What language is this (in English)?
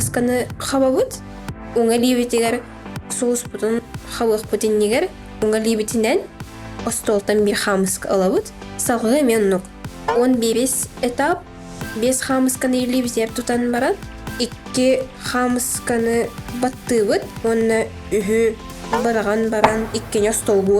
Yakut